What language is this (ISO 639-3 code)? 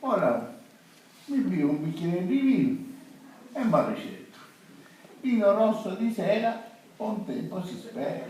scn